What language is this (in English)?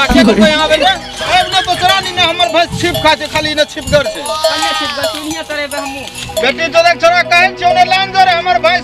Maithili